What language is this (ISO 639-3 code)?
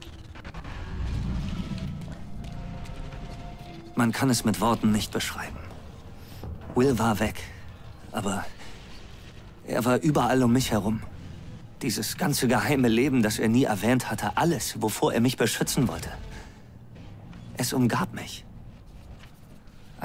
deu